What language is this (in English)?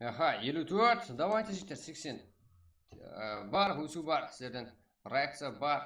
Kara-Kalpak